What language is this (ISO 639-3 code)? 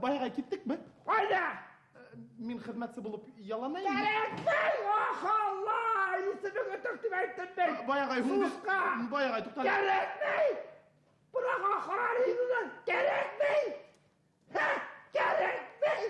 bak